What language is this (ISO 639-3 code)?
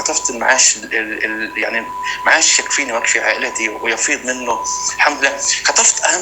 apc